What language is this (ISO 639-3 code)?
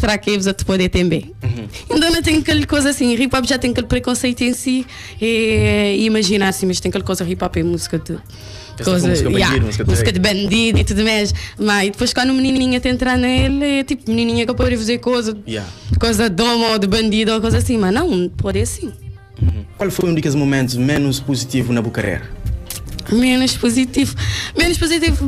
kea